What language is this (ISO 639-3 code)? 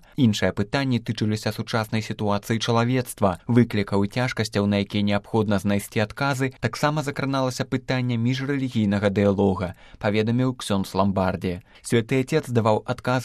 bel